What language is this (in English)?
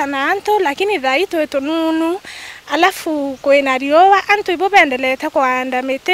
Meru